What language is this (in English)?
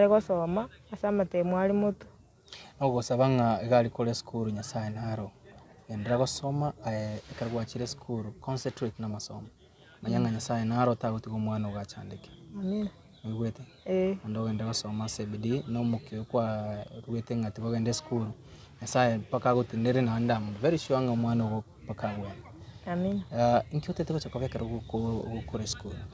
Gusii